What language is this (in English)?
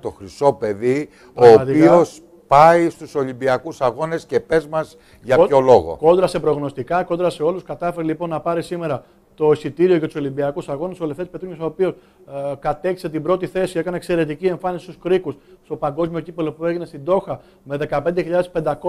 Greek